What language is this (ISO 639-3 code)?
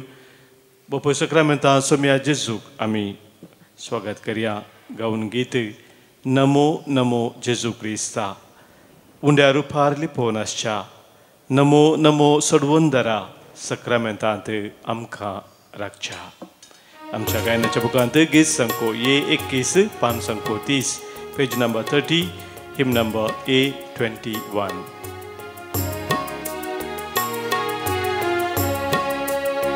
kok